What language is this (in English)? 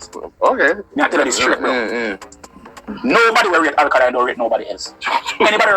Jamaican Creole English